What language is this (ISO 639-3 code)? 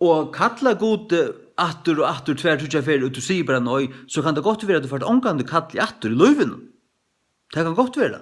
fao